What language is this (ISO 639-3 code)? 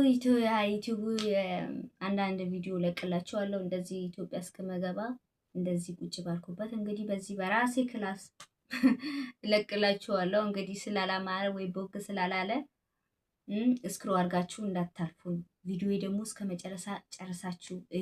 amh